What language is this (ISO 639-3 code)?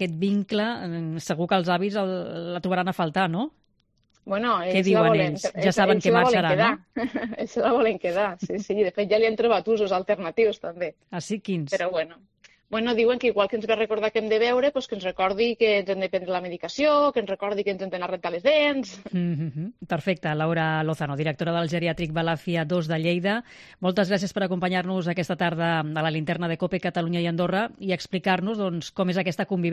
cat